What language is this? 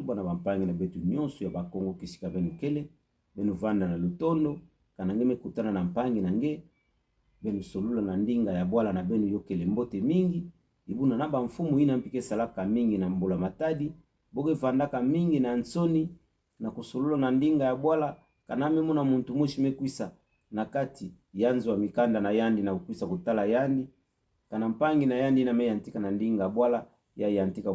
Kituba (Democratic Republic of Congo)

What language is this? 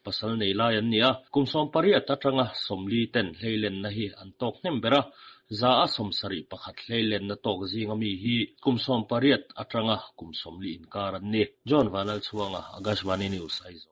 Mizo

